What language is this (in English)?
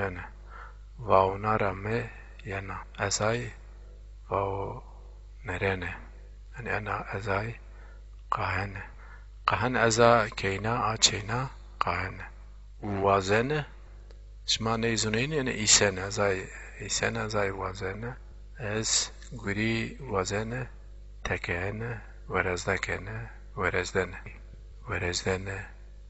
Zaza